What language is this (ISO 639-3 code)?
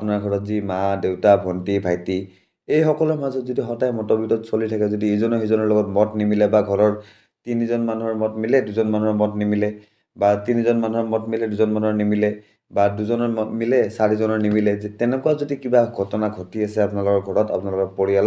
asm